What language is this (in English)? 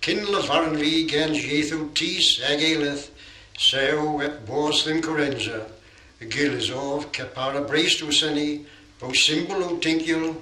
Cornish